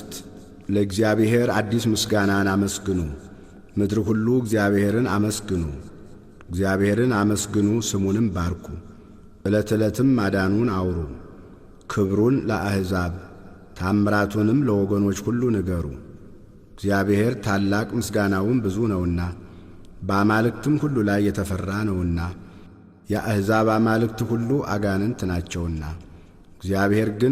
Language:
Amharic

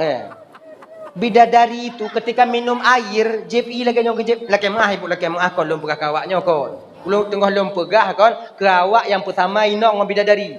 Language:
Achinese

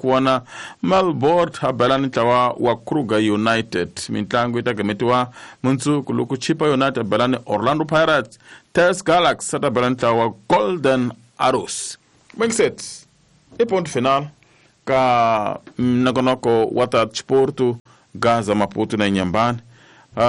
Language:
Tsonga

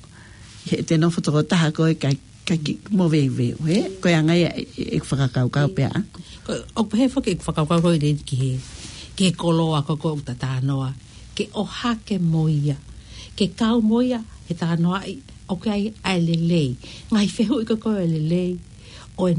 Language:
Tongan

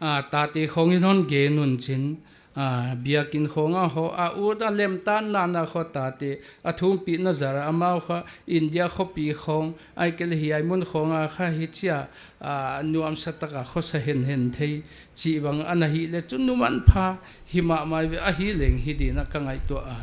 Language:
Paite Chin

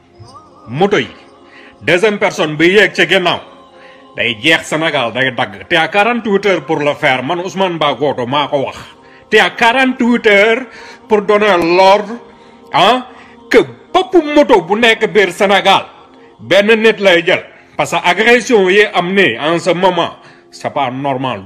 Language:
Wolof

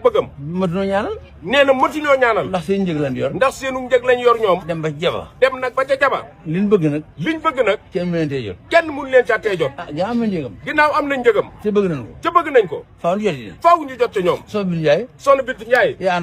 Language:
Wolof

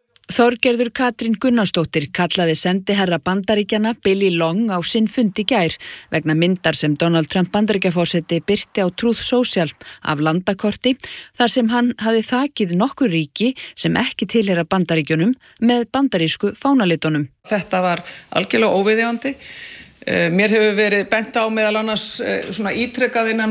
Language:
Icelandic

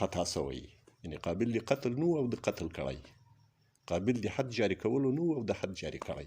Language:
Pashto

